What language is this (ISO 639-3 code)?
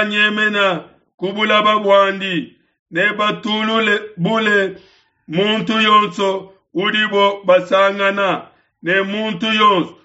lua